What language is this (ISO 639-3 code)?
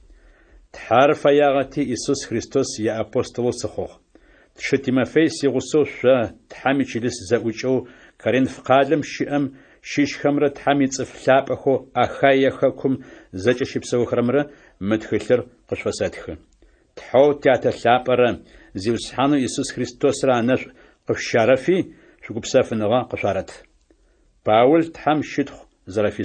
ady